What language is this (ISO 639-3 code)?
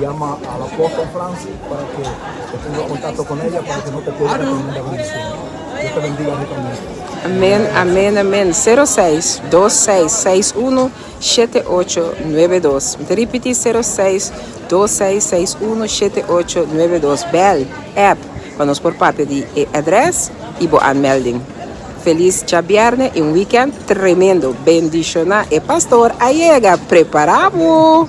pap